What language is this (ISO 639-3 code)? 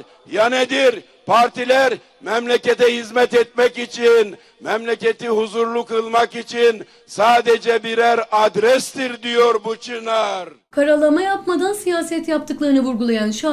tur